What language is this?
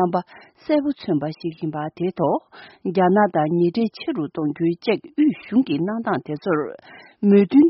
Tibetan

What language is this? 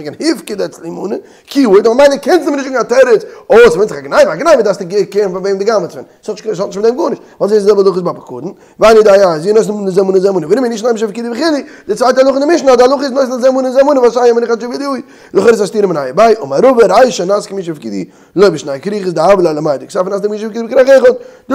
Yiddish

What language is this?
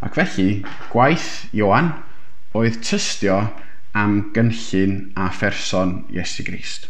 Welsh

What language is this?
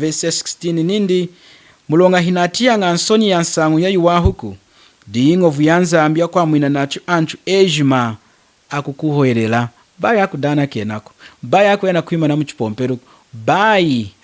Lunda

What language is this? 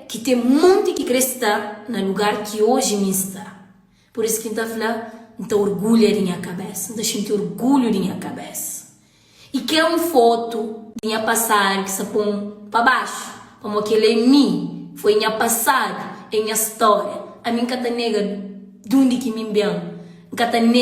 Kabuverdianu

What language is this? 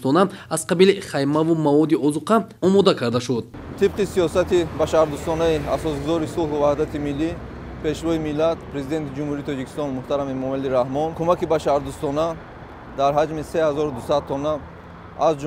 Tajik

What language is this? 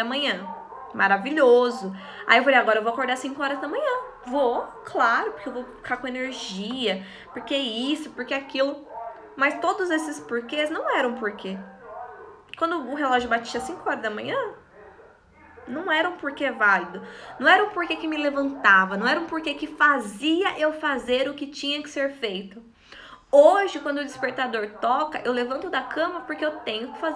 Portuguese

